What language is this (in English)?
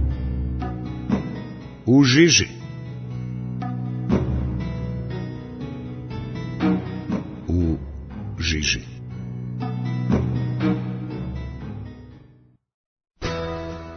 Croatian